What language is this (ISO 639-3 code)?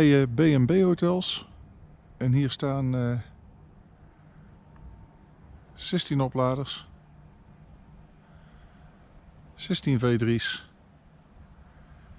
nld